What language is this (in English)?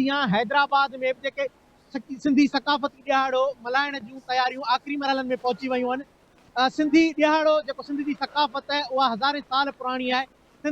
Sindhi